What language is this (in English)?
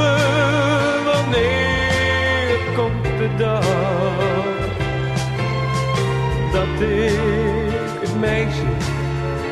Dutch